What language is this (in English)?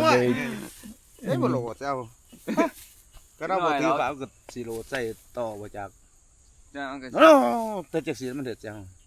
Northeastern Thai